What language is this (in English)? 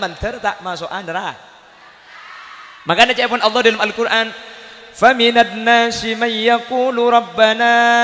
Madurese